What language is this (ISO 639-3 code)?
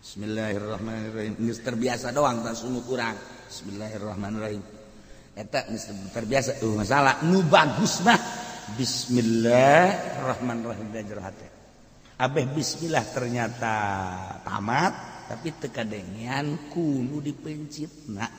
sun